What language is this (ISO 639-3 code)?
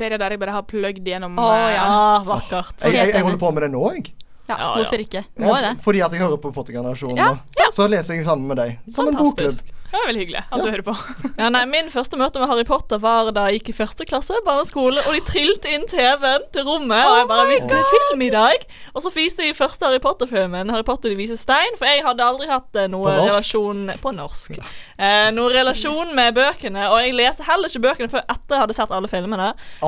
nor